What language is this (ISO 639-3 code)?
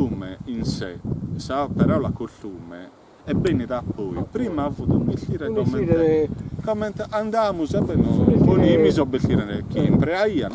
srd